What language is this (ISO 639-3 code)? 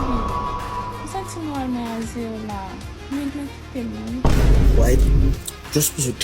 hat